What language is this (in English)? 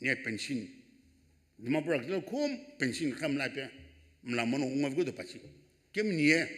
Sumi Naga